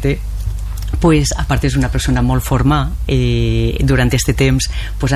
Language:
Catalan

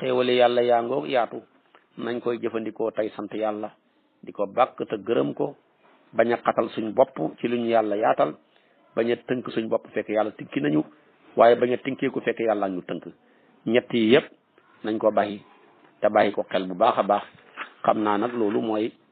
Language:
Wolof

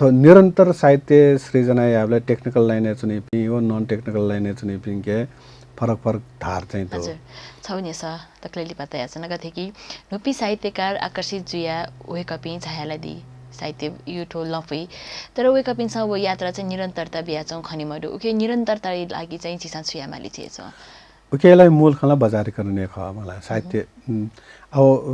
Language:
Newari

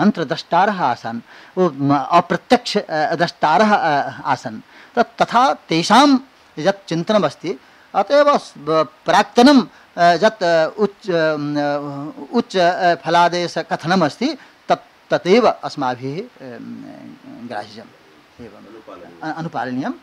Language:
Sanskrit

